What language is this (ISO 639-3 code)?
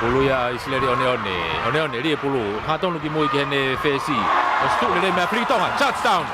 ton